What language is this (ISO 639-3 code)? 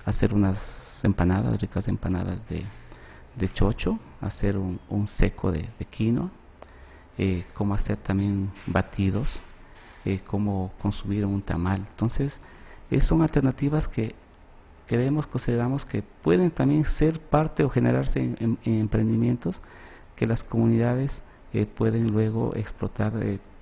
spa